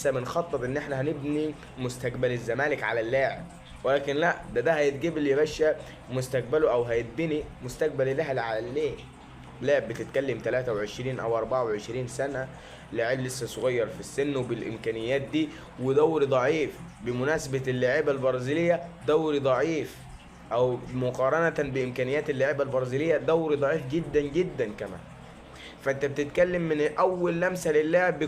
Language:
Egyptian Arabic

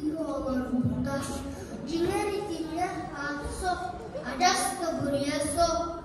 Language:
Yakut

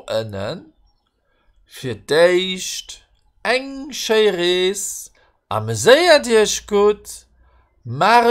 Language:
Luxembourgish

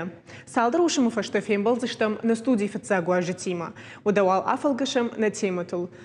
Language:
Ossetic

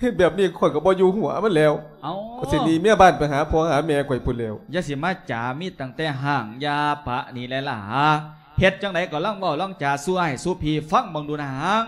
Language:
Lao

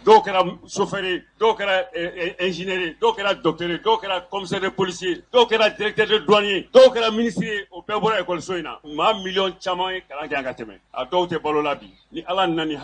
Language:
Bambara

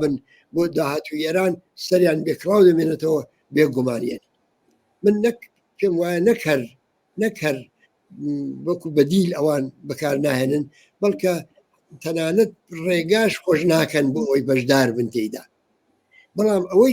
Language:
Central Kurdish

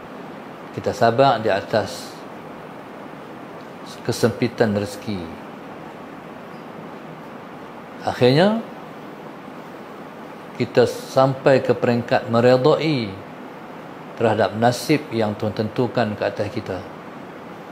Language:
Malay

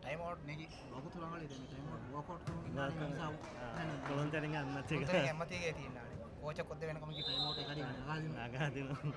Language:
Divehi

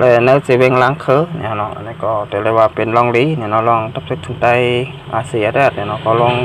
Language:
Shan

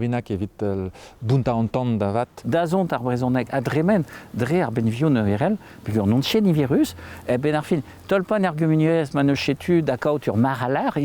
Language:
Breton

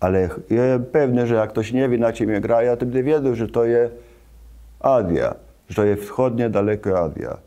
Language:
Kashubian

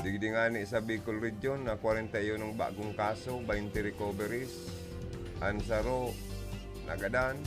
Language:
Bikol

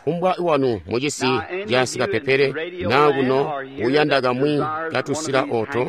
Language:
Tonga (Zambia)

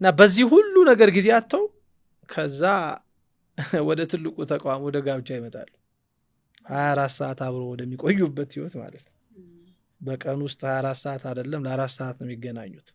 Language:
Amharic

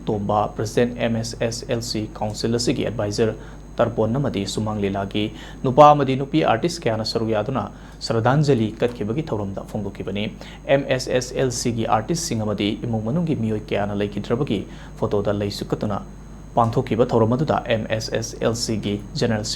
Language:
Manipuri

